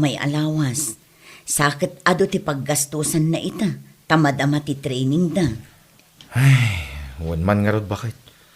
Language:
Iloko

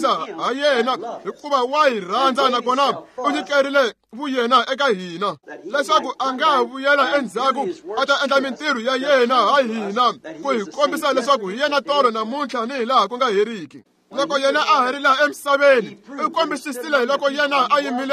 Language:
Tsonga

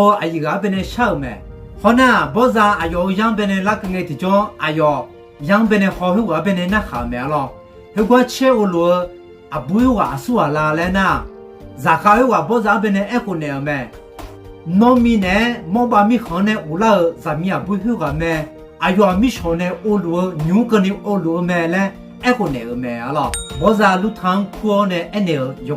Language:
Akha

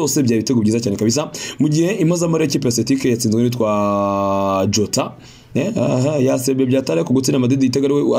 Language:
Kinyarwanda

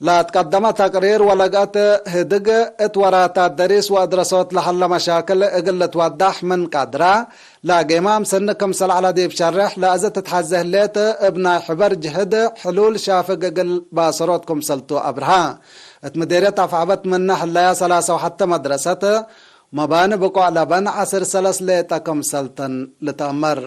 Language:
Tigre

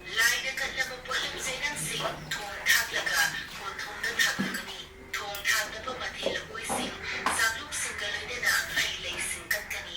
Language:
Manipuri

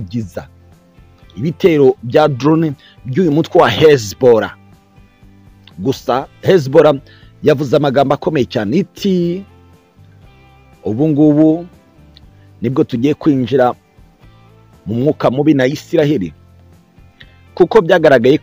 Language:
Kinyarwanda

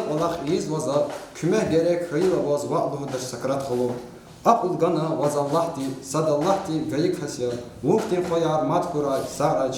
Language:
Lezghian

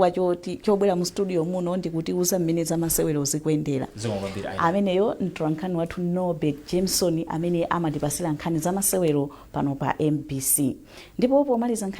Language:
Nyanja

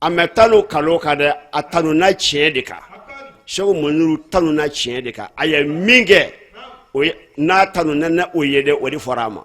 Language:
Bambara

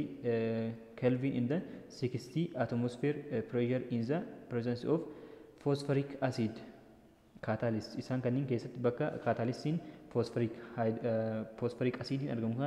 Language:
Oromo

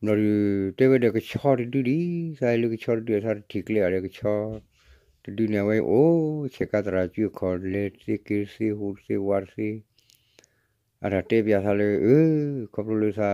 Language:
S'gaw Karen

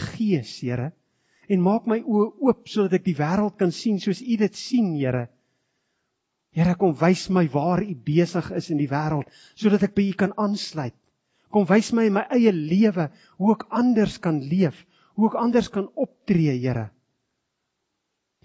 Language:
Afrikaans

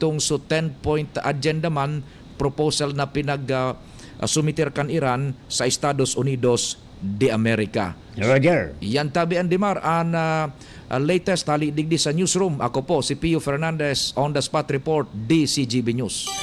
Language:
Bikol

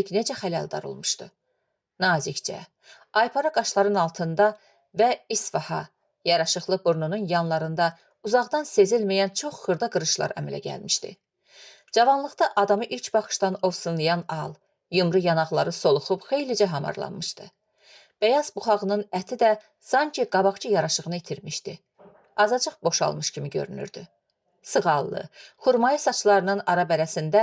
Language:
Azerbaijani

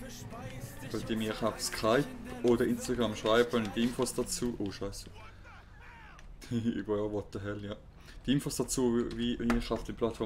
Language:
German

